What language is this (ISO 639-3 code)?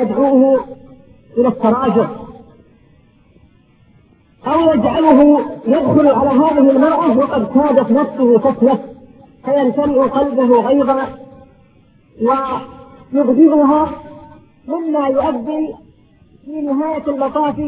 ara